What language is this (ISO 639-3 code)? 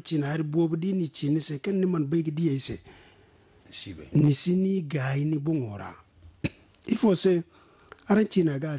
dje